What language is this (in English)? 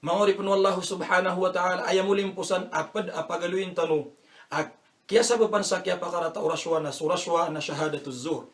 Maranao